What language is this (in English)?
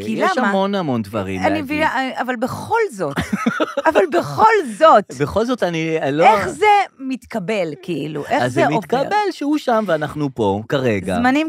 Hebrew